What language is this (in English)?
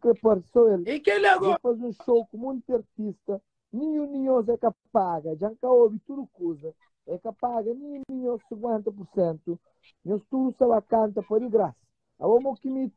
Kabuverdianu